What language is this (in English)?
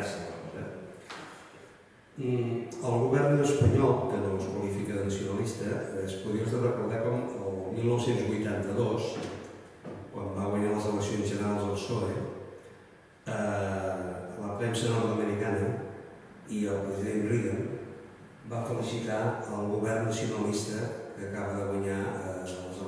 Catalan